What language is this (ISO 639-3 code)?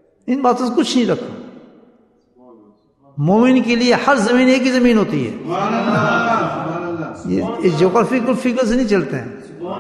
urd